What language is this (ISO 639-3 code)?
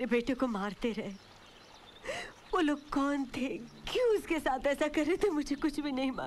hin